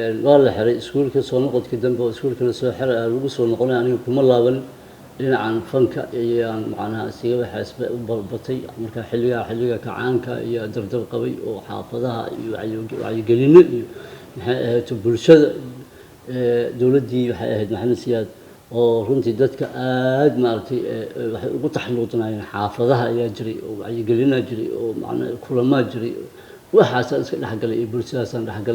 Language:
Somali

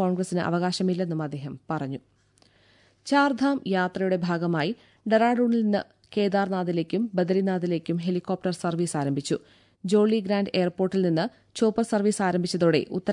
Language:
Malayalam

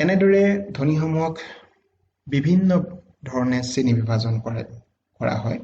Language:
Assamese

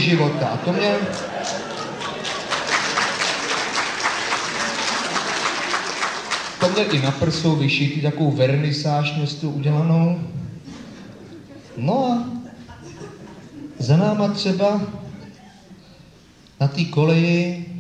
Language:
Czech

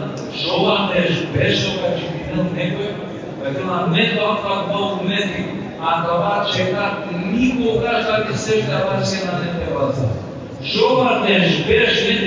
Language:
Balkan Romani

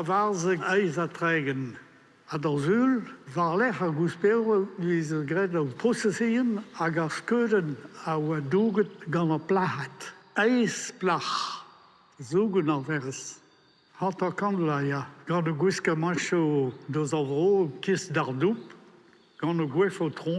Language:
Breton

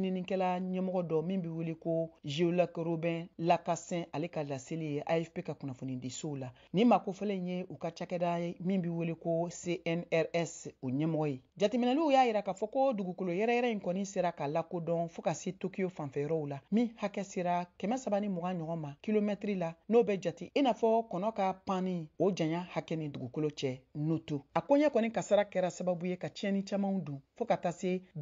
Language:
Bambara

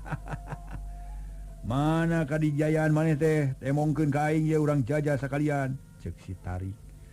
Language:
Sundanese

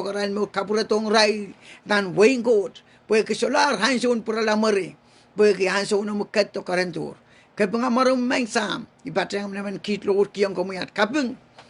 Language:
Pohnpeian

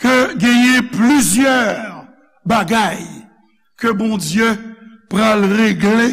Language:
Haitian Creole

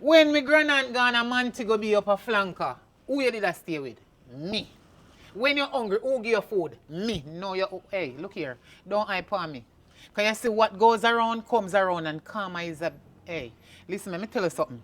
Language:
Jamaican Creole English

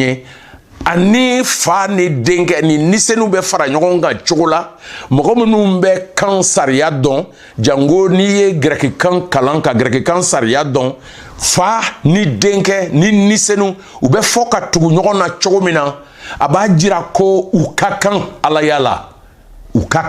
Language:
Bambara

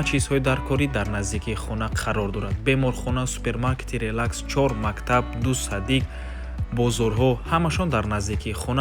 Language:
Tajik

